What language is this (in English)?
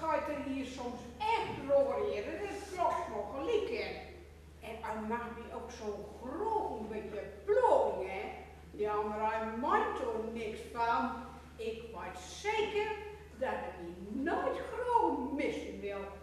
Gronings